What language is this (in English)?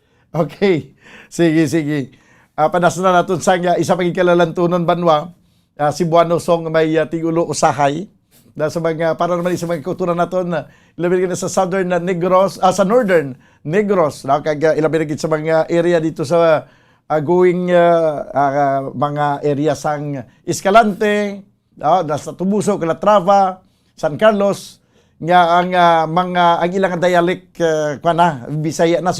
Hiligaynon